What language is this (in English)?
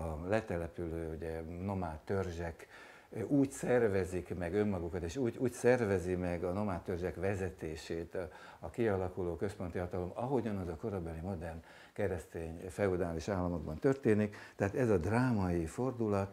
Hungarian